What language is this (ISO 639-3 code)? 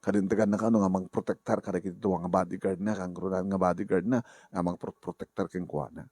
ilo